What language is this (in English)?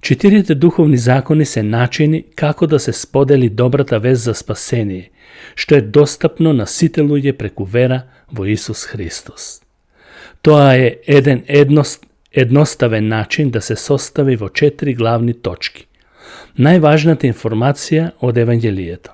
Macedonian